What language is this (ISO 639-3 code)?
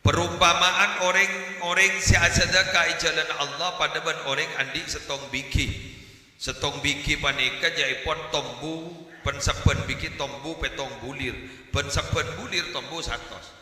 mad